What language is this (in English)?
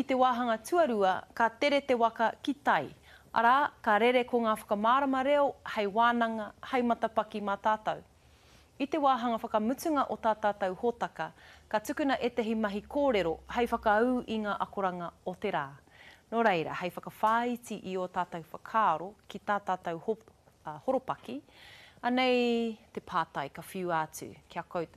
Māori